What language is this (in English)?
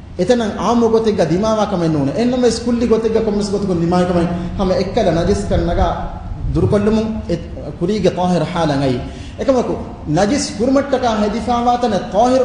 Divehi